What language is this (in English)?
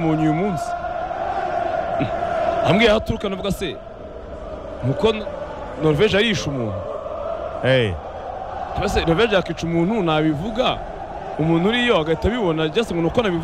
Kinyarwanda